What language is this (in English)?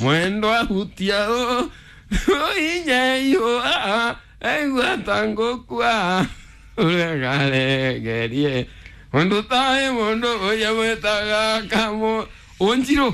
Kikuyu